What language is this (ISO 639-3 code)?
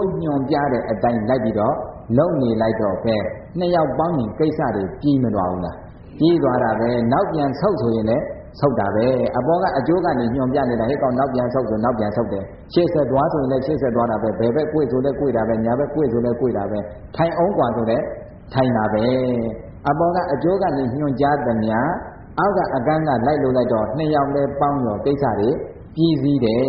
mya